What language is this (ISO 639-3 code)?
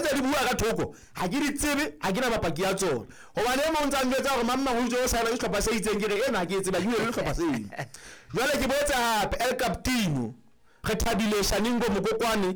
sot